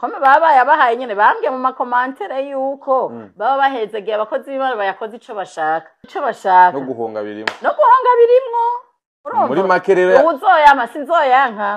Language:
Rundi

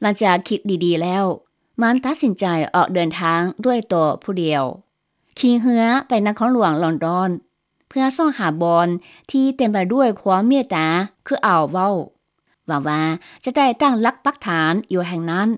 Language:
Lao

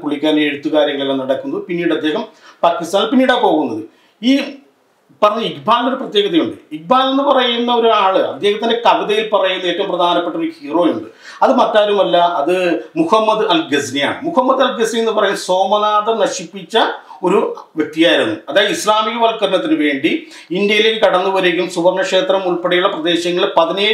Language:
Malayalam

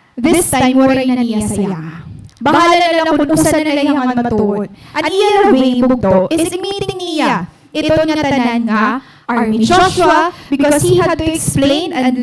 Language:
Waray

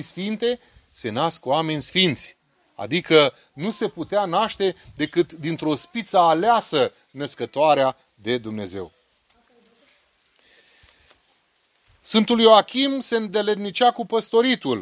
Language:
Romanian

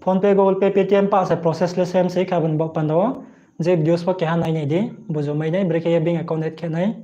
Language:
Riang (India)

